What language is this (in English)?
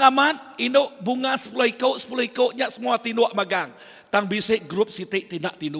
Iban